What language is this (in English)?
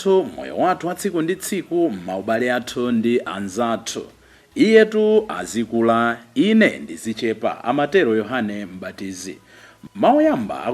Nyanja